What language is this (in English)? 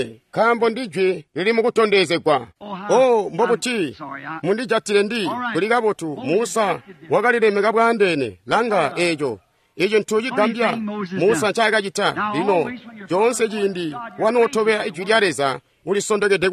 Tonga (Zambia)